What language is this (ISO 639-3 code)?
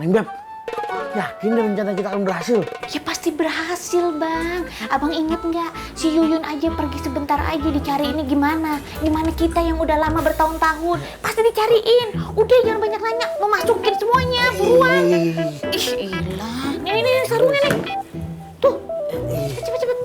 bew